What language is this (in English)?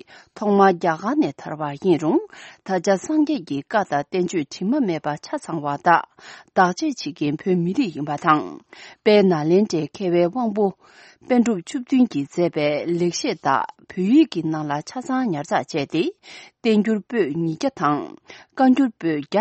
Tibetan